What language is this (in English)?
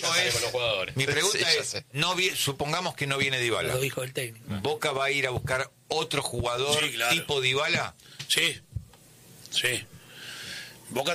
Spanish